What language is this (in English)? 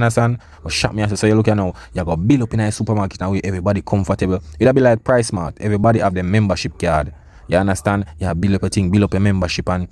Jamaican Creole English